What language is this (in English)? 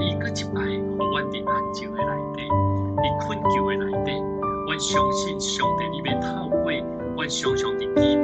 Min Nan Chinese